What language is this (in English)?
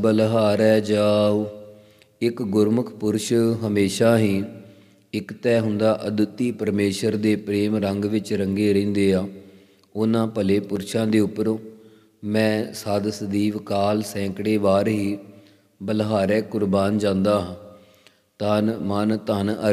Punjabi